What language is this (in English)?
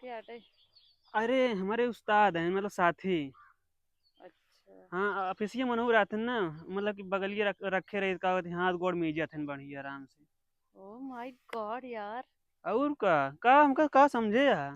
Awadhi